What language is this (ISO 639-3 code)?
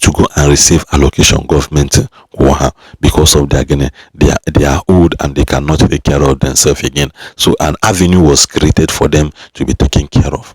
ibo